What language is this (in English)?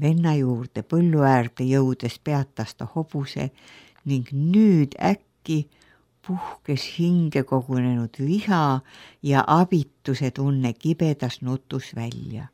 Estonian